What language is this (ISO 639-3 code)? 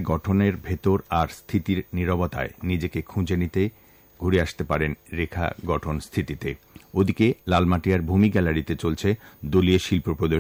ben